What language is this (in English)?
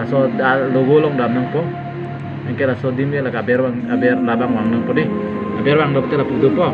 Karbi